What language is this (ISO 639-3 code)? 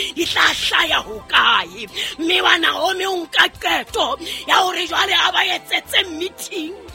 sot